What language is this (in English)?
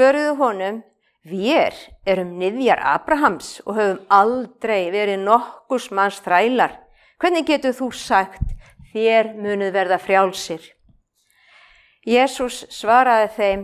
Icelandic